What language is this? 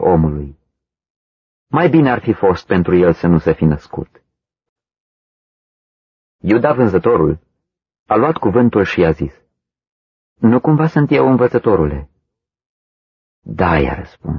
Romanian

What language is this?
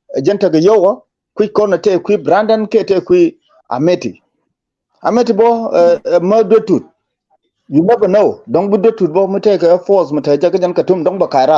Nuer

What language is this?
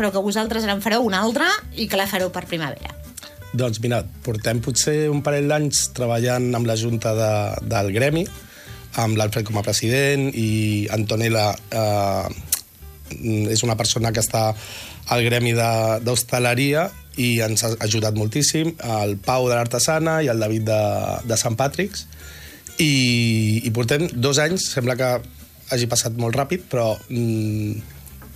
Catalan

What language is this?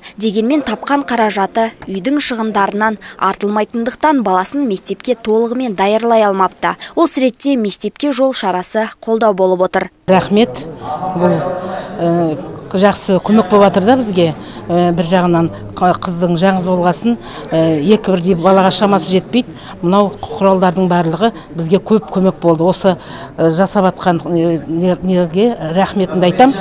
Kazakh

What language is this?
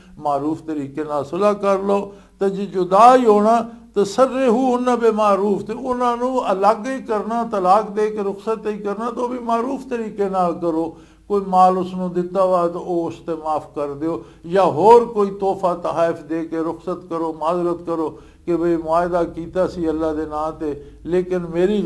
Western Panjabi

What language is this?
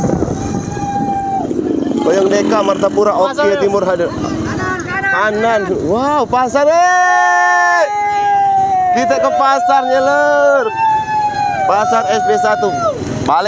Indonesian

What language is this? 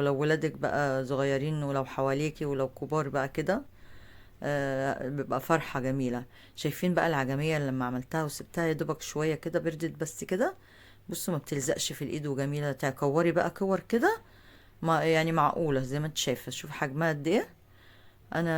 Egyptian Arabic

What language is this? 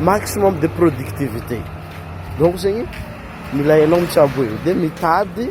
Malagasy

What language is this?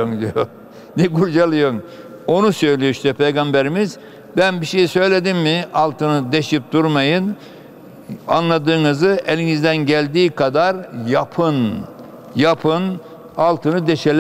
Turkish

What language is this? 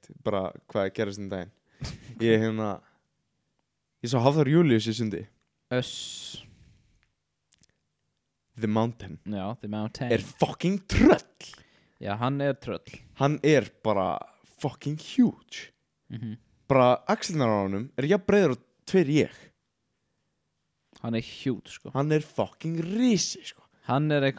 Icelandic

